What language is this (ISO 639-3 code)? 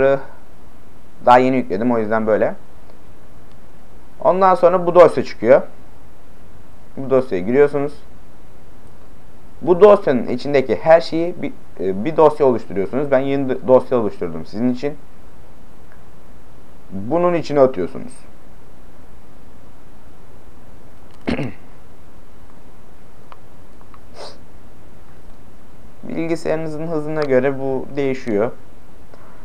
tur